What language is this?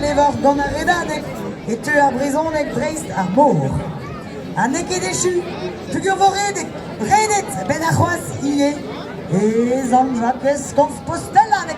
Breton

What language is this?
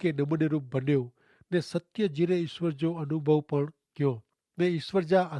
Kachhi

